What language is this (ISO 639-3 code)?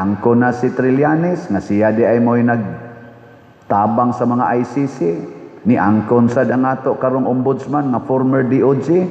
ceb